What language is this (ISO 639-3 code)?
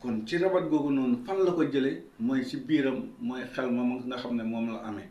wol